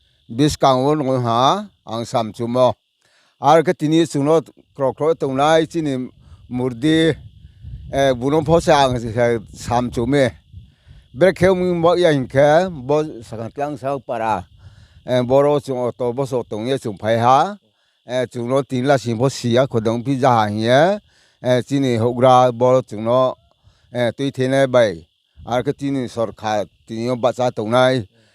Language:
Riang (India)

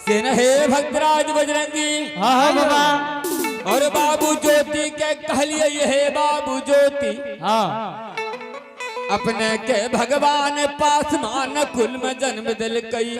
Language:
Angika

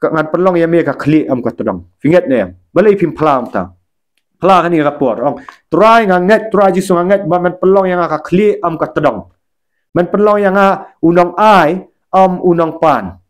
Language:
Khasi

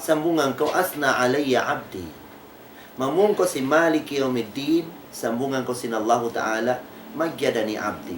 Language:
Tausug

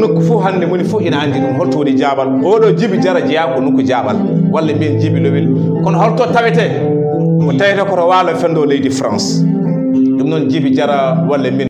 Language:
Fula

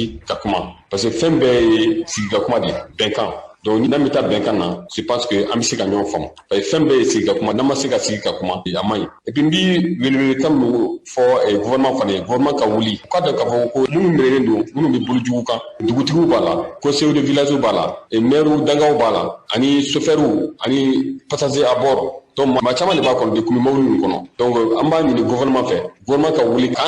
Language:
Bambara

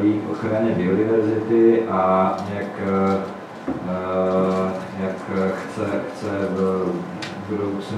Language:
Czech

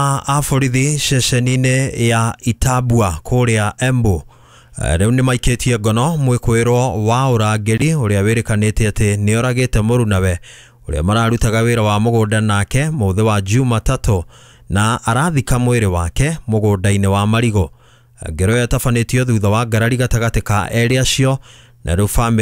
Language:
Kikuyu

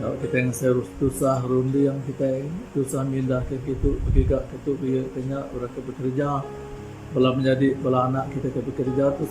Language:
Iban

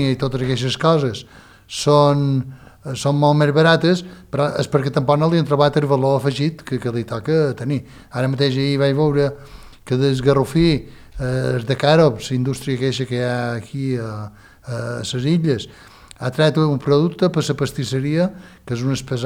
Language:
Catalan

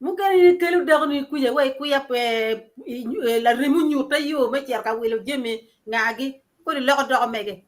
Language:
Acoli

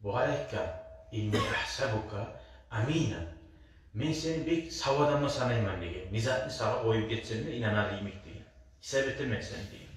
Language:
Kumyk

